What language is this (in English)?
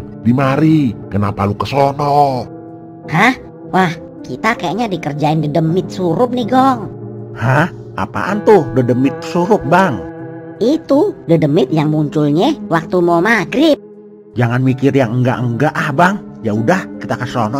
Betawi